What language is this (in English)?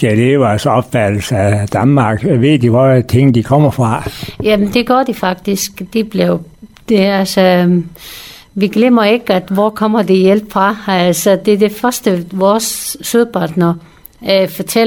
Danish